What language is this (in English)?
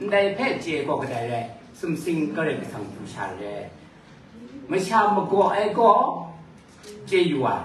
Kachin